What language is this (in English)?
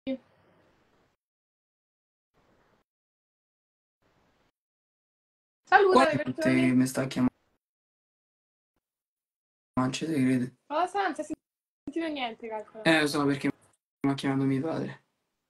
Italian